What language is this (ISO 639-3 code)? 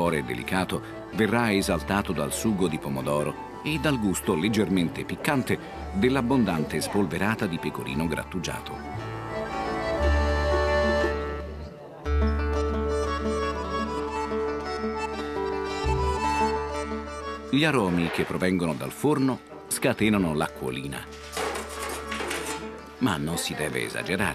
ita